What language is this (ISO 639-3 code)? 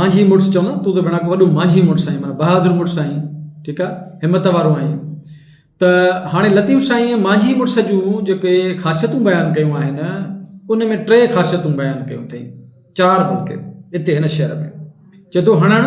snd